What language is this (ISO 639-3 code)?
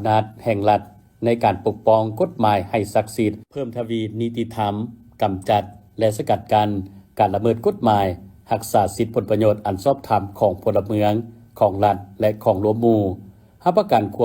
lao